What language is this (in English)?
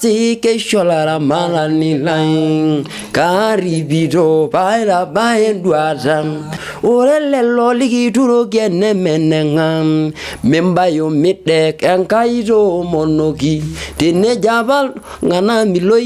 Masai